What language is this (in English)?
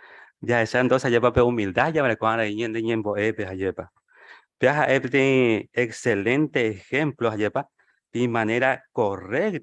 Guarani